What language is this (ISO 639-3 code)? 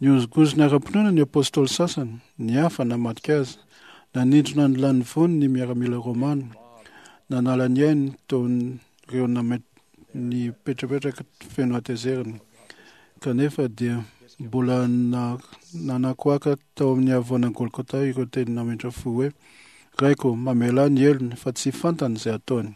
mlg